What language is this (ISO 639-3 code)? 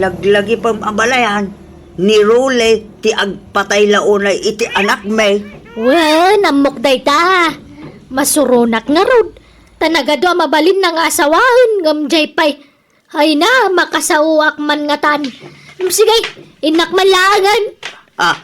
ilo